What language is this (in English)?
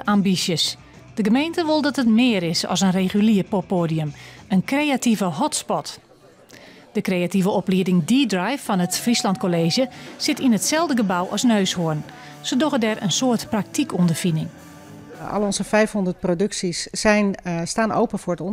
Western Frisian